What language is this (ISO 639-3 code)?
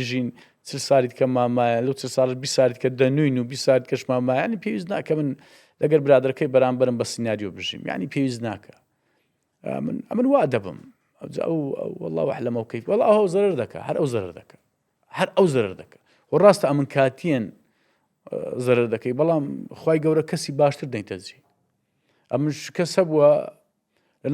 ckb